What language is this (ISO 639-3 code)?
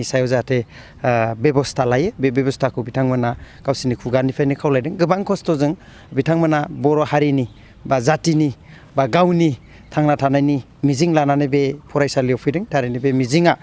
brx